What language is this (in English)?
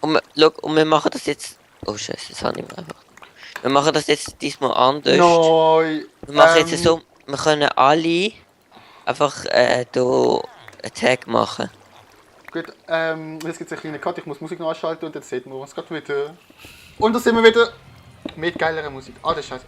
Swiss German